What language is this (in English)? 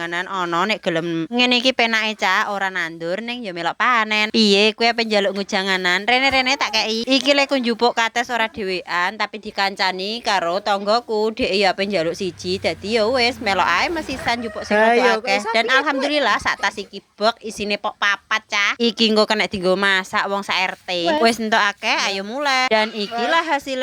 Javanese